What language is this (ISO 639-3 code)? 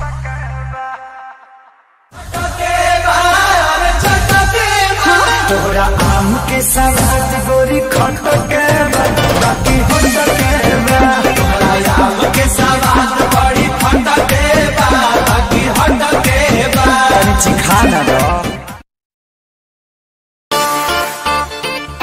bho